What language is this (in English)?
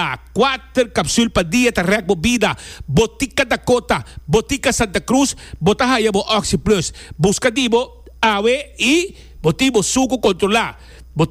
Papiamento